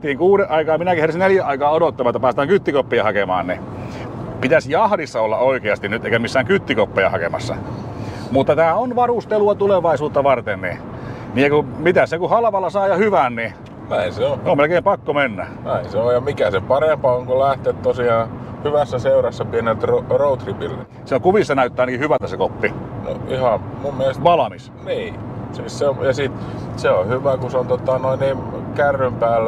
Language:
Finnish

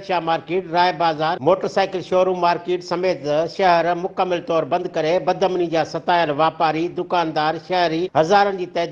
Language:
Sindhi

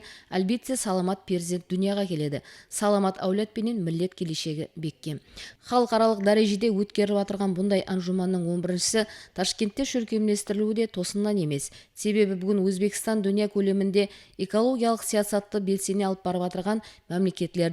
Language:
Kara-Kalpak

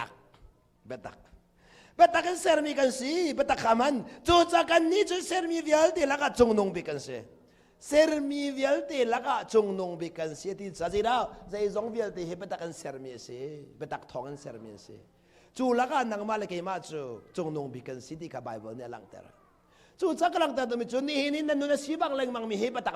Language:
Hakha Chin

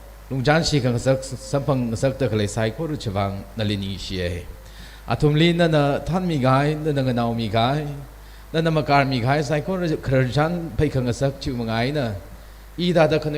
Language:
Tangkhul Naga (India)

